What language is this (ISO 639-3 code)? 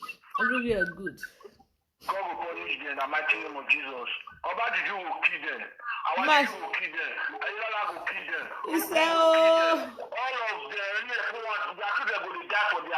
pcm